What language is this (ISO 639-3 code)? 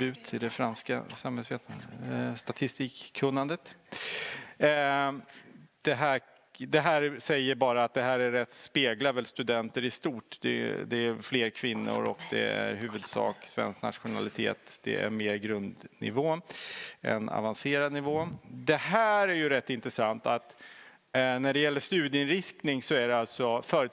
swe